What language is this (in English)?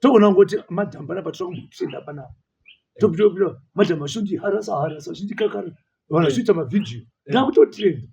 Shona